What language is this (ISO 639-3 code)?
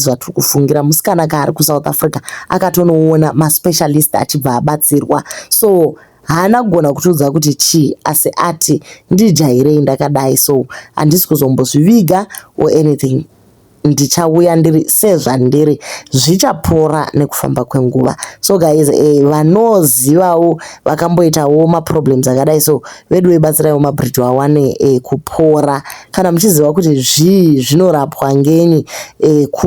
sna